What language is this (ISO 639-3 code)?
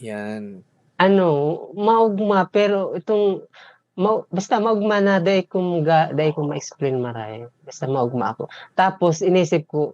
bik